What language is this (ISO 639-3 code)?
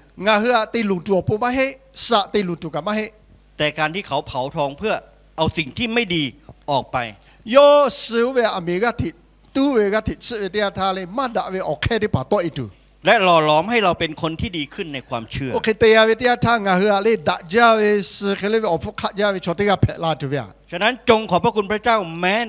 lhu